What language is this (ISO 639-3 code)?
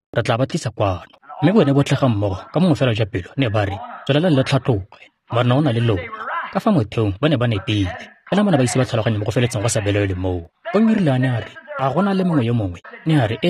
tsn